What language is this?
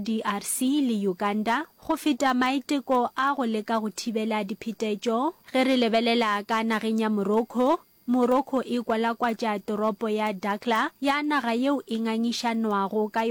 Northern Sotho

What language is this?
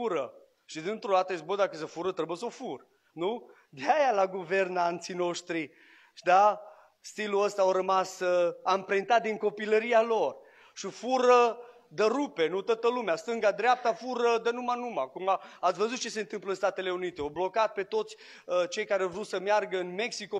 Romanian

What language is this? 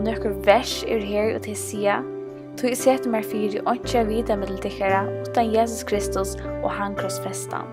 Faroese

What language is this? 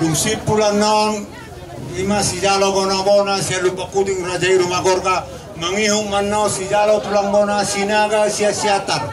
Batak Toba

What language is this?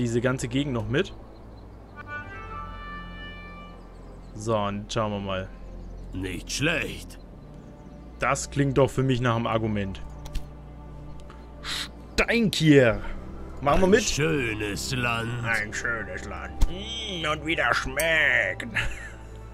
German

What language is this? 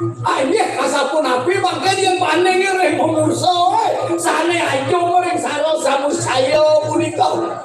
Balinese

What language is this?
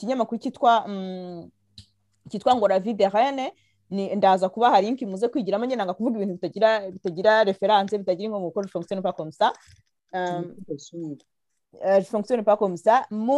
Kinyarwanda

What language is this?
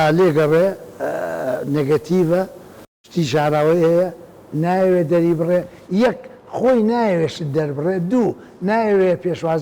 Central Kurdish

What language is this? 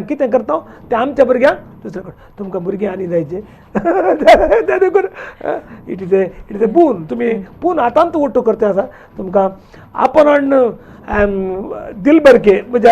Konkani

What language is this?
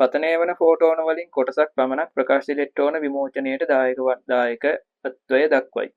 Sinhala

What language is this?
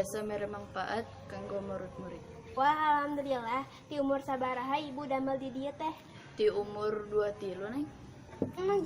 Sundanese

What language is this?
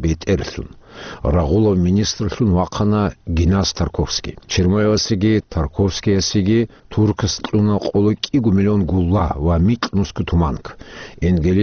Avaric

